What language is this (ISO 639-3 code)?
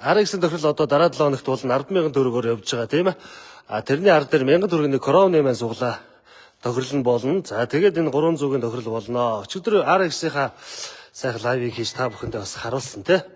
mon